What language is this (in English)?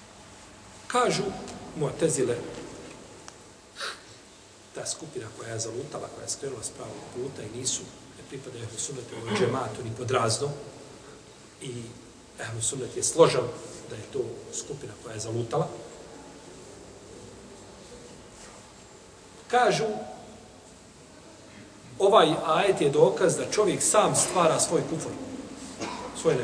Bosnian